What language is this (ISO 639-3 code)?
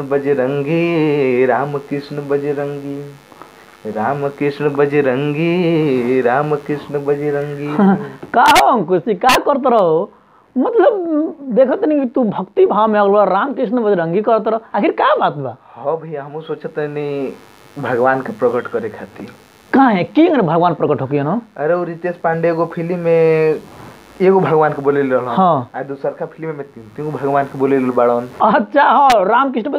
bho